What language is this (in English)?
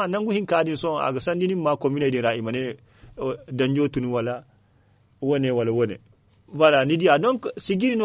Zarma